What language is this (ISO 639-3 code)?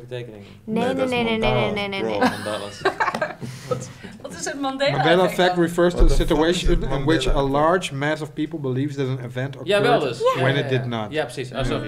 nld